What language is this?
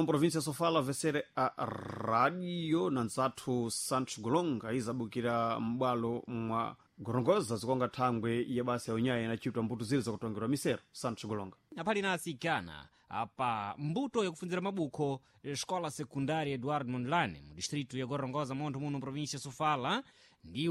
Sena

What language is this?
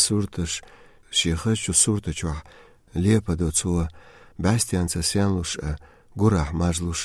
Latvian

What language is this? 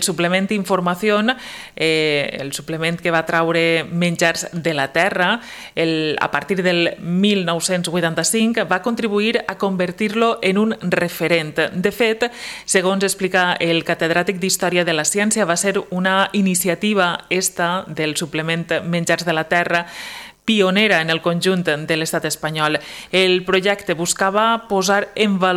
Catalan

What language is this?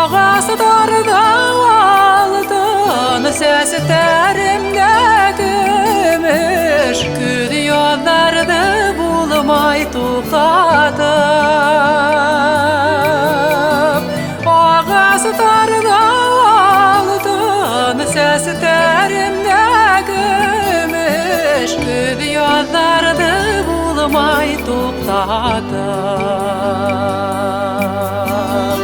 Bashkir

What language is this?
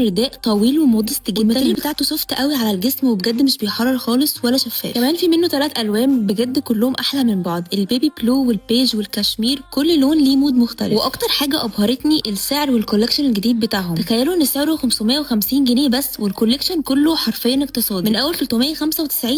Egyptian Arabic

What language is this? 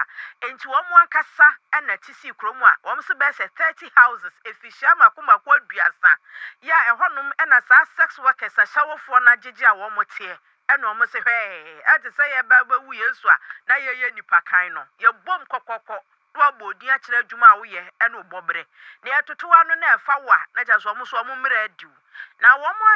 Akan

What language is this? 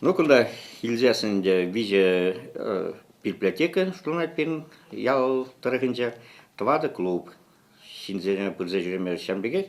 Chuvash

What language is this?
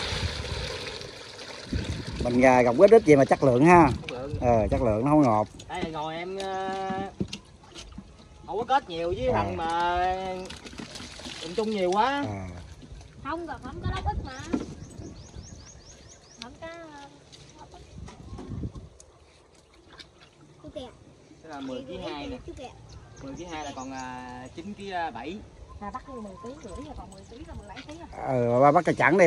Vietnamese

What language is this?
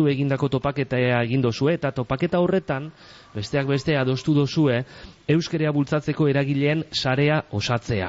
Basque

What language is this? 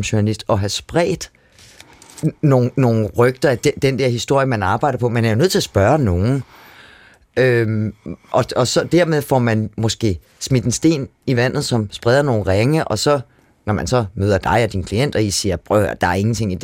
Danish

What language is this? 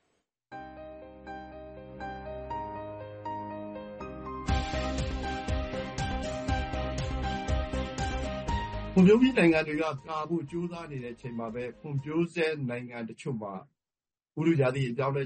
Burmese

